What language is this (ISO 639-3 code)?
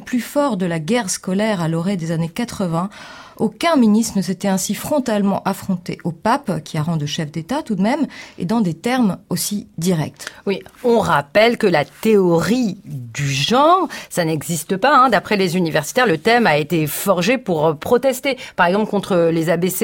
fra